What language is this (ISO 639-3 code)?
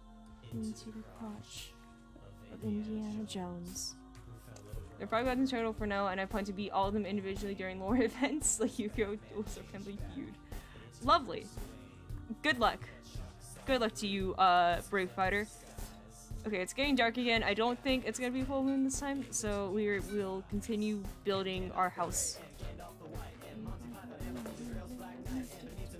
eng